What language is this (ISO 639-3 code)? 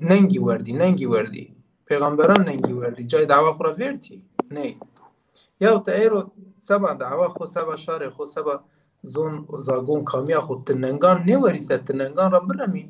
zza